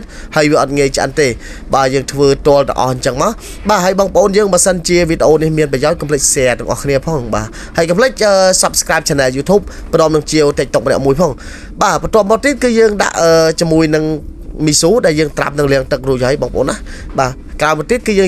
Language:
Khmer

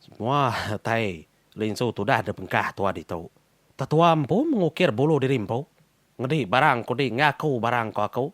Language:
Iban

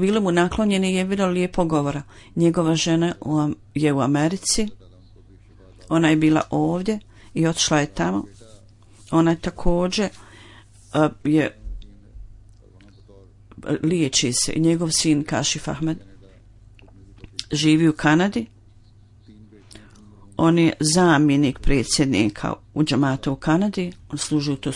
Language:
Bosnian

